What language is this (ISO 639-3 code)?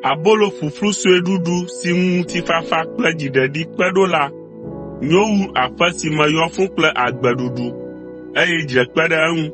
ewe